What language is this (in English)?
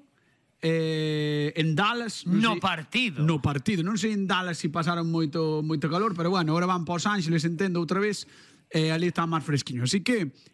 Galician